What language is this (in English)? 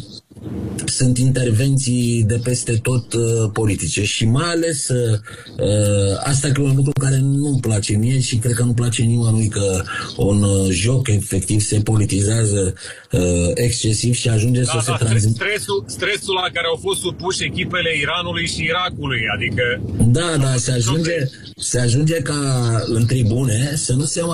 Romanian